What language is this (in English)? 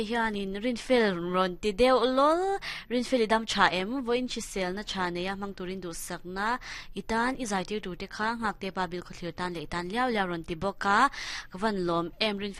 Mizo